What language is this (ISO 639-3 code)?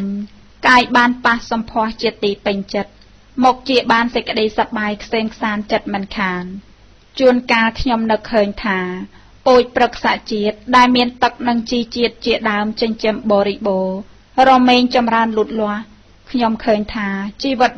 khm